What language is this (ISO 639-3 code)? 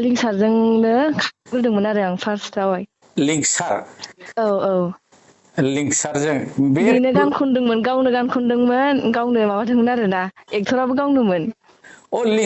brx